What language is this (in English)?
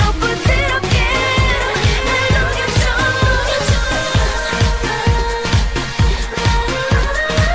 Korean